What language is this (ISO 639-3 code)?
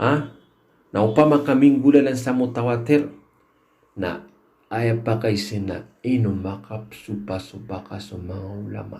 mrw